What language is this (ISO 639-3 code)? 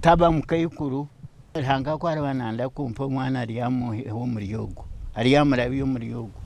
nyn